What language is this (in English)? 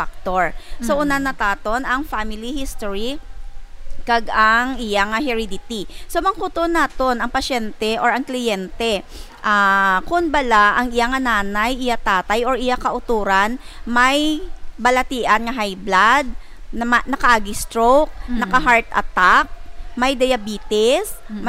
Hiligaynon